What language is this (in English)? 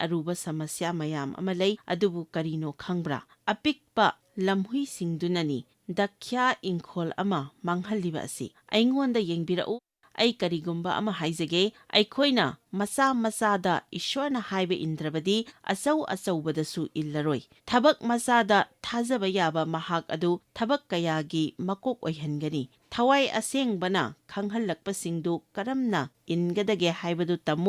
Manipuri